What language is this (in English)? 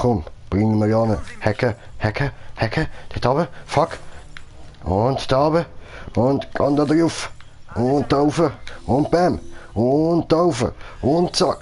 Swiss German